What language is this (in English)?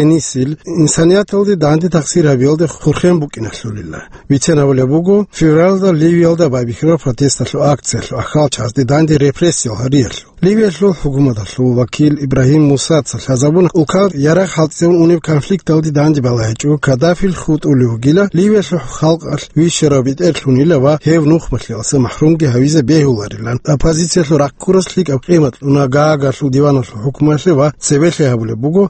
Avaric